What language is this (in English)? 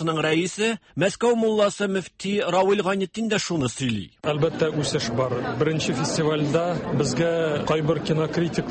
Tatar